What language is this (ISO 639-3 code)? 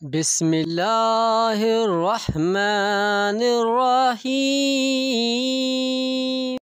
snd